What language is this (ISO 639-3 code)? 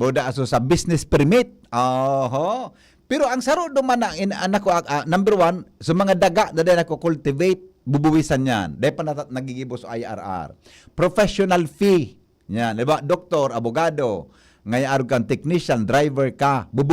bik